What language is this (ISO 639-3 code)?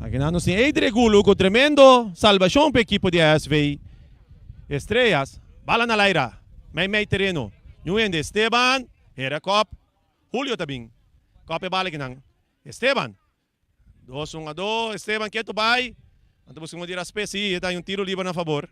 pap